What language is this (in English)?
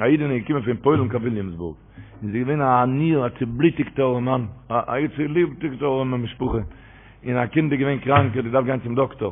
Yiddish